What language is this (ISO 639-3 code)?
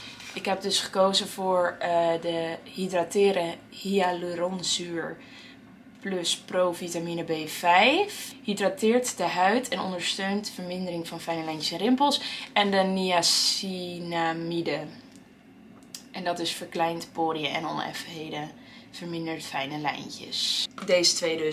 nld